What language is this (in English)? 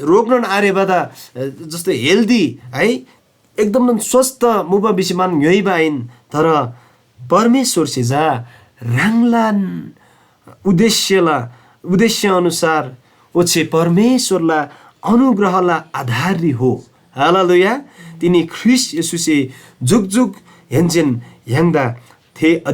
Eastern Tamang